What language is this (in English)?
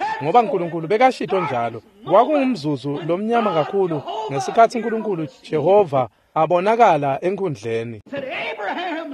Swati